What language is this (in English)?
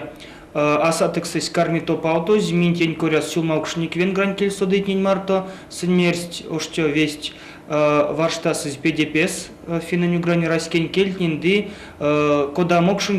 Erzya